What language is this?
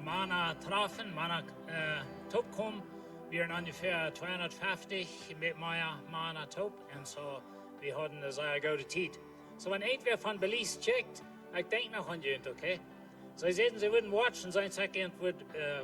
Plautdietsch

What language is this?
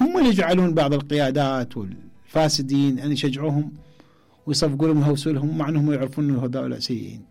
Mesopotamian Arabic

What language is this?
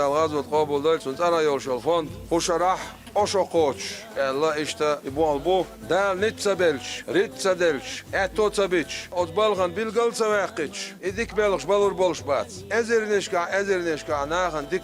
Chechen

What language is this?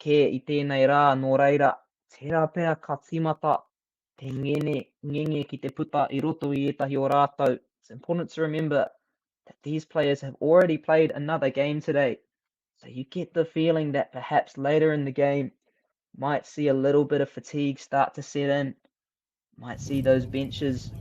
Māori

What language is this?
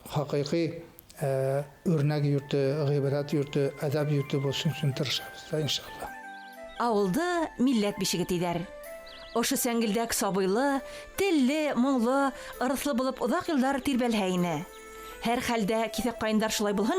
Bashkir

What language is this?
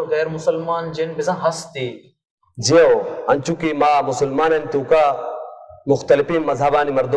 Baluchi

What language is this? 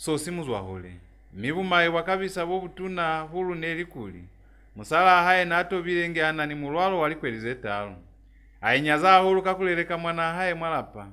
Lozi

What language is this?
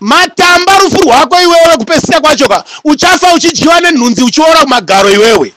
Shona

